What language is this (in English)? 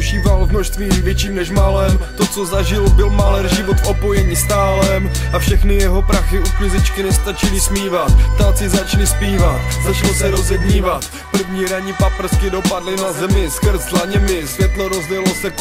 Czech